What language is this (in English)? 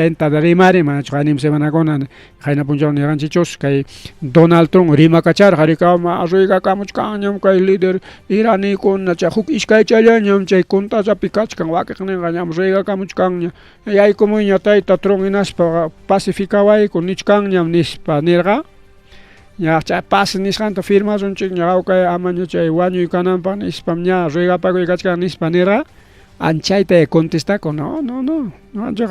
Ayacucho Quechua